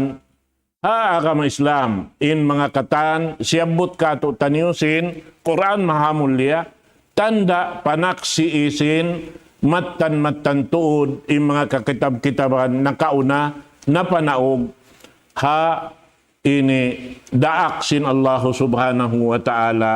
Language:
Tausug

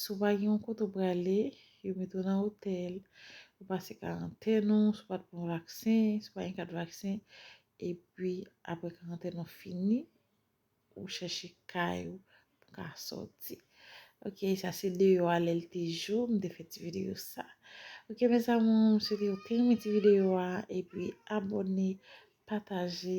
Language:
Haitian Creole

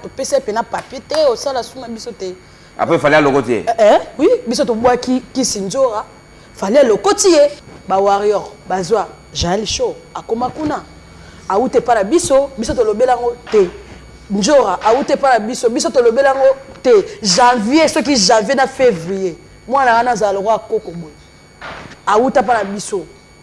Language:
Lingala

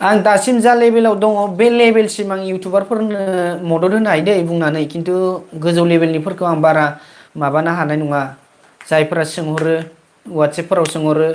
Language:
Bodo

